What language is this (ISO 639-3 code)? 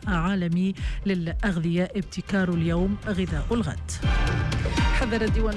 aeb